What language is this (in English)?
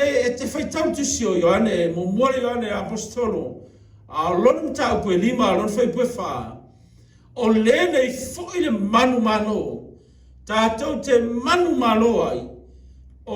Samoan